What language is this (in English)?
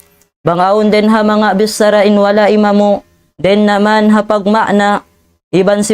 Tausug